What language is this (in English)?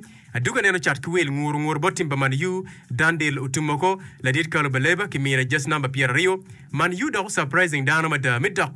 Acoli